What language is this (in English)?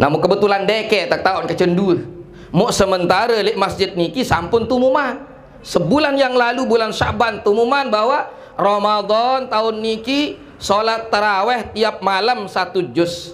Sasak